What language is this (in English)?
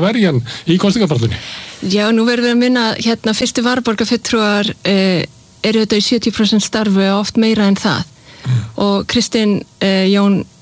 Icelandic